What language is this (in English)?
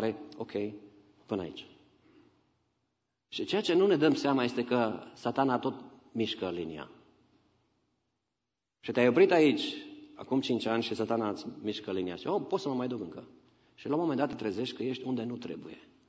Romanian